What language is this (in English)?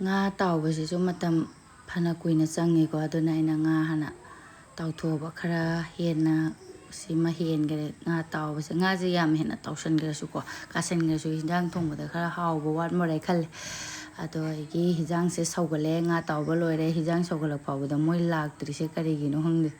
Manipuri